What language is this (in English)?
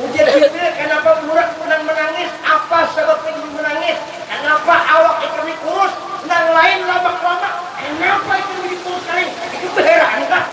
Banjar